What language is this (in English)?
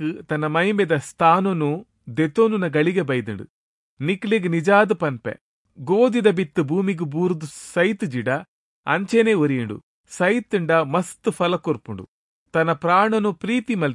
Tulu